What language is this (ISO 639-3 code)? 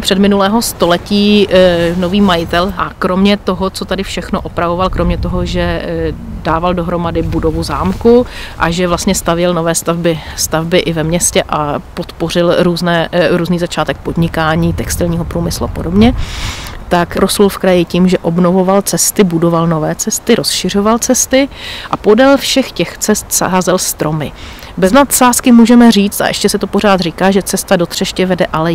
ces